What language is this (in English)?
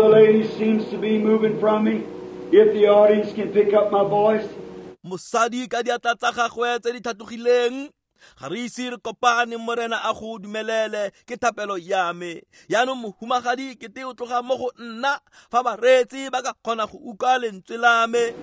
Tswana